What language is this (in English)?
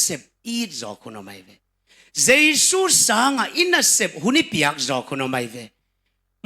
Tedim Chin